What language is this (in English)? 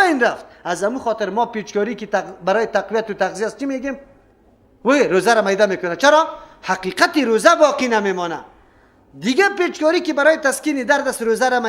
Persian